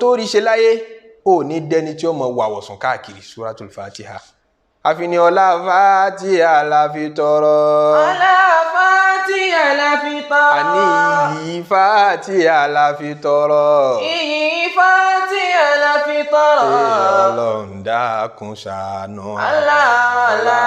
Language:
Yoruba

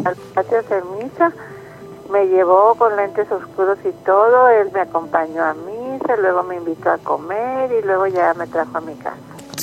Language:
Spanish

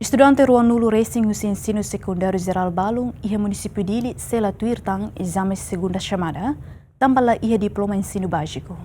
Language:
Tetum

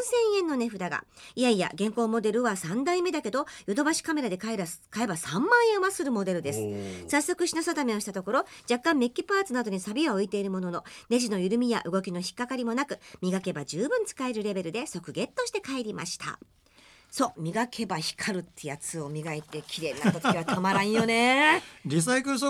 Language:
Japanese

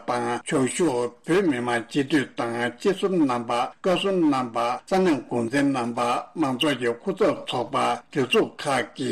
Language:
Tibetan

